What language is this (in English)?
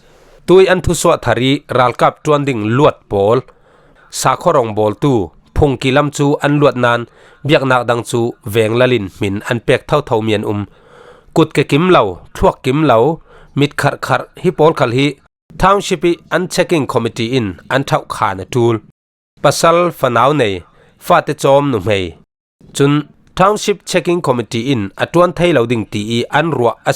Falam Chin